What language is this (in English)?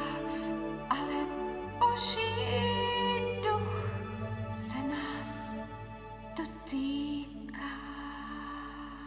Slovak